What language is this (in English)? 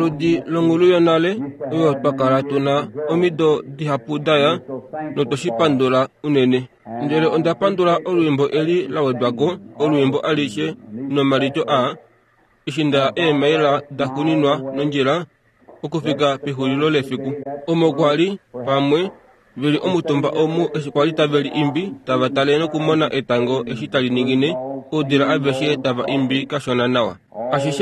Kuanyama